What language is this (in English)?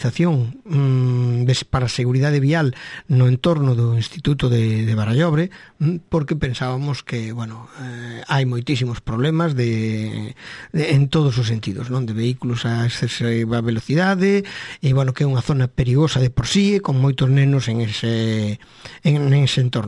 Galician